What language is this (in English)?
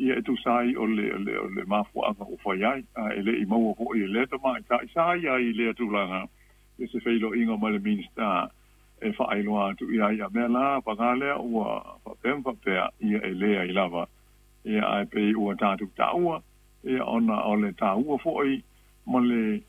Samoan